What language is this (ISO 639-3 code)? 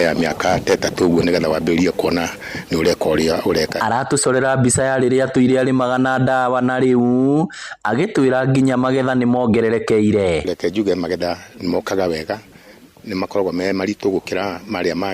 kik